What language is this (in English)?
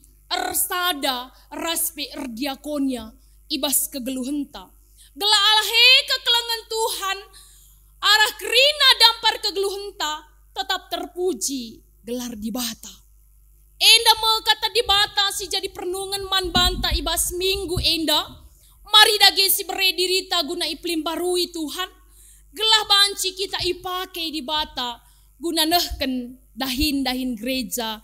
Batak Karo